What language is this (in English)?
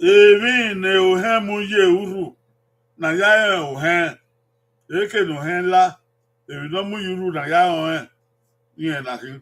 Bini